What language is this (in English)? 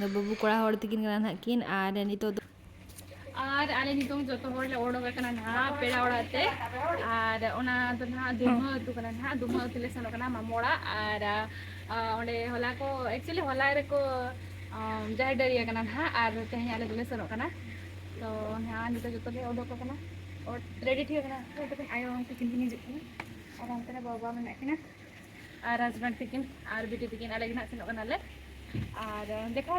Santali